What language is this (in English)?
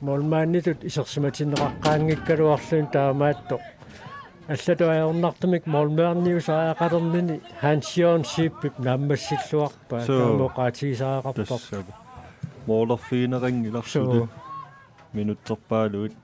Kalaallisut